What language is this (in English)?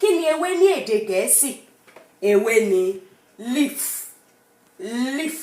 Yoruba